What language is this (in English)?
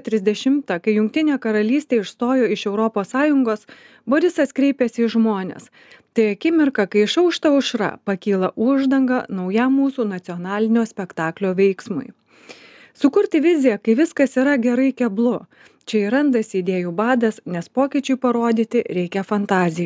Lithuanian